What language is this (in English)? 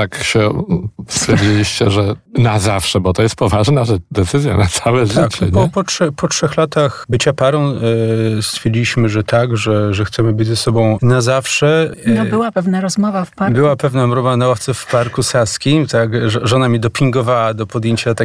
Polish